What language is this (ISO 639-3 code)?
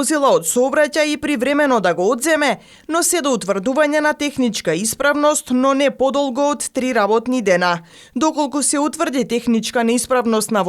mkd